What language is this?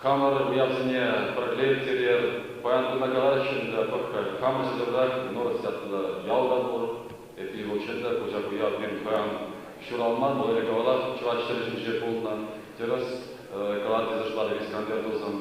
Chuvash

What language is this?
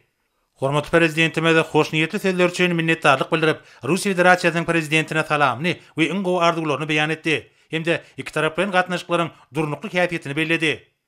Turkmen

